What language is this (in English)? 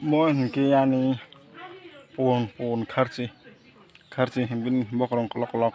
Kok Borok